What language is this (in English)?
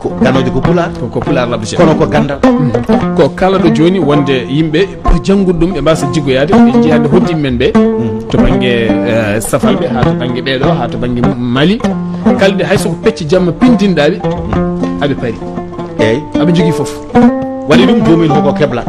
Fula